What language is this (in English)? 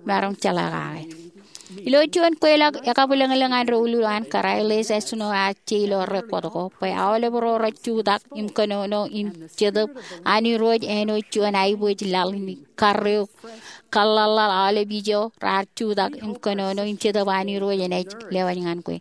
Marshallese